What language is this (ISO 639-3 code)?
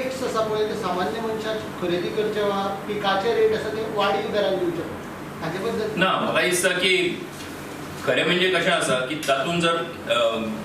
kok